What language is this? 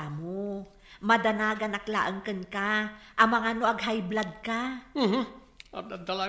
Iloko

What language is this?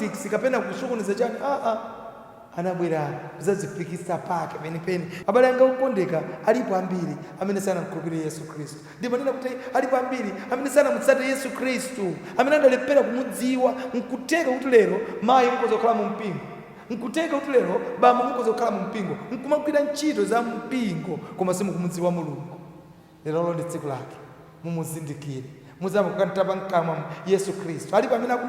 Nyanja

